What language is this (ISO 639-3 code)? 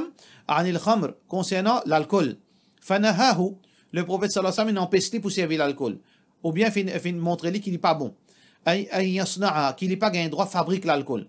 mfe